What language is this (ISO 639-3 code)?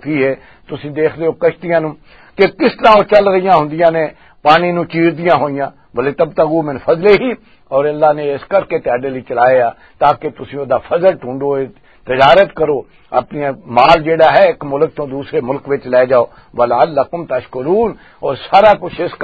lah